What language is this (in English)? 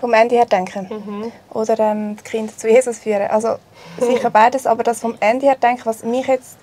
Swiss German